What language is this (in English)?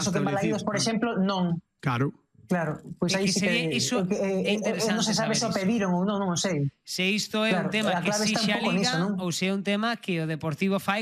Galician